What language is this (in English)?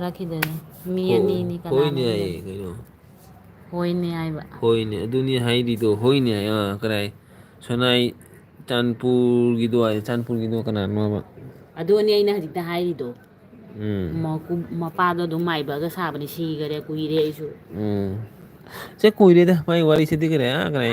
Manipuri